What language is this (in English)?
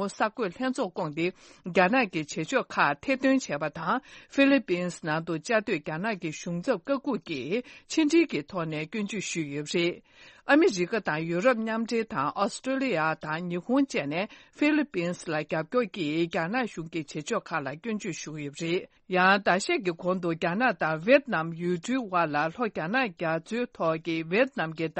Tibetan